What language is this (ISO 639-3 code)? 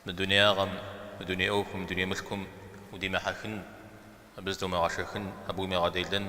kbd